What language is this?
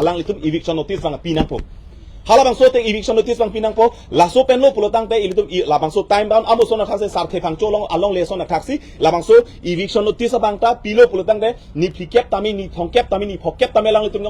Karbi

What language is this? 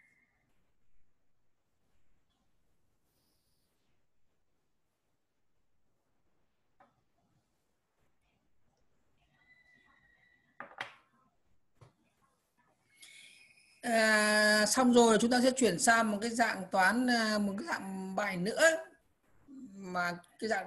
Vietnamese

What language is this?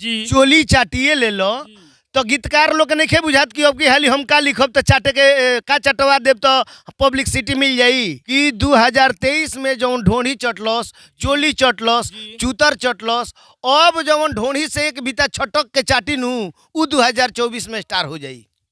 Bhojpuri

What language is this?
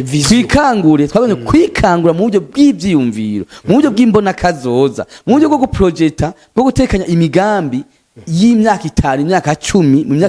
Rundi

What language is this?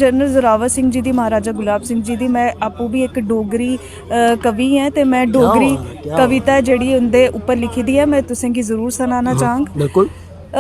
Dogri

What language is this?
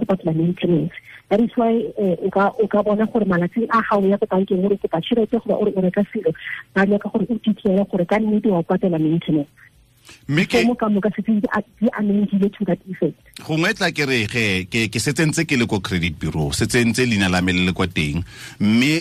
Tswana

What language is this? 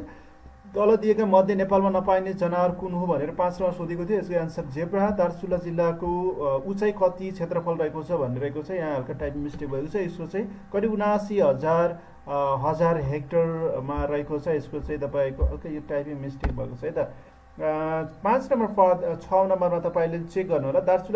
Nepali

